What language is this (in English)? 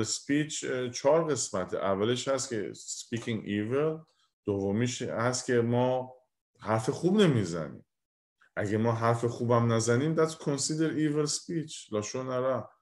Persian